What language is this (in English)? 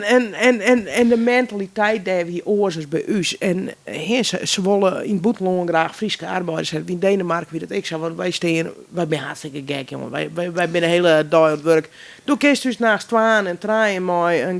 Western Frisian